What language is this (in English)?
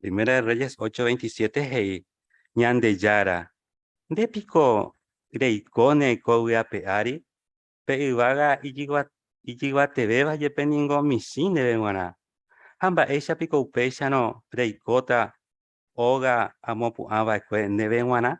Guarani